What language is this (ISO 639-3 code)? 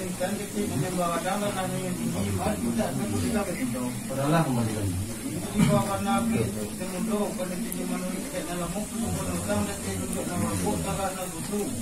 min